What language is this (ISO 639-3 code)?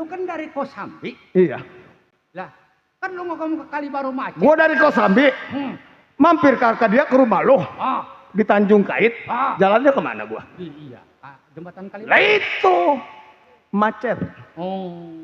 bew